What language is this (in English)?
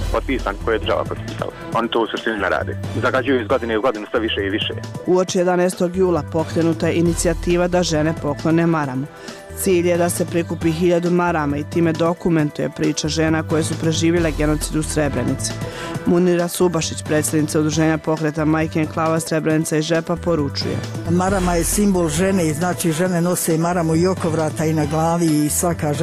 Bosnian